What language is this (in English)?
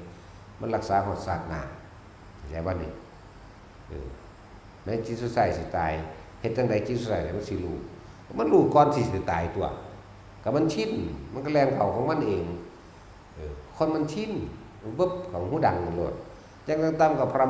Northeastern Thai